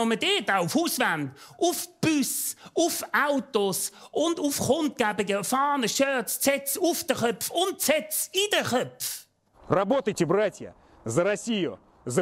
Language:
Swiss German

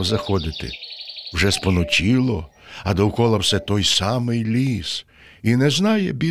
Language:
Ukrainian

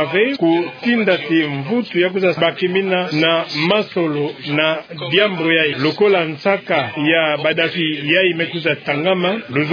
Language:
Kituba (Democratic Republic of Congo)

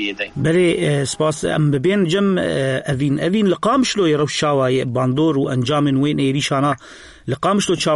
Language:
Kurdish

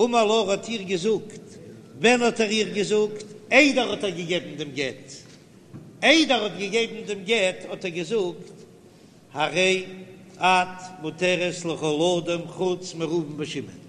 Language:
Yiddish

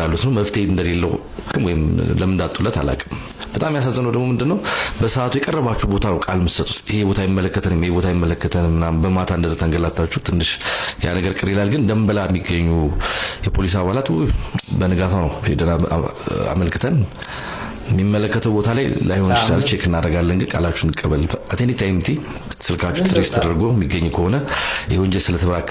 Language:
Amharic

